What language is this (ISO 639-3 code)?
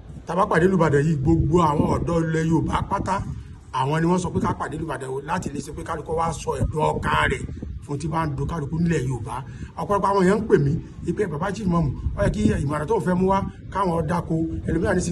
yor